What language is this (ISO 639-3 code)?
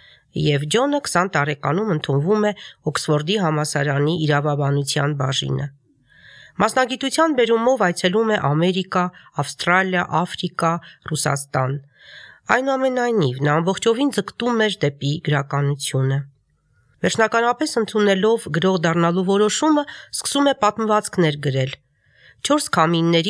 hye